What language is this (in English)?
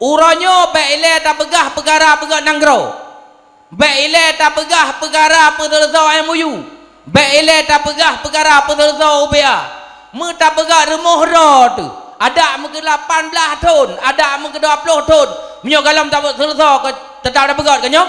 Achinese